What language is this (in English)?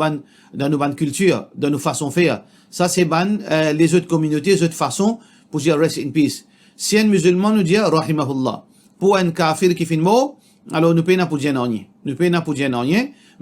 Morisyen